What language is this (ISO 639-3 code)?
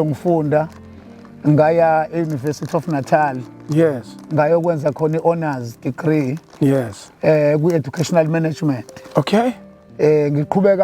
zul